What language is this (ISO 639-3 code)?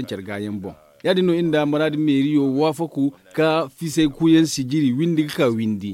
dje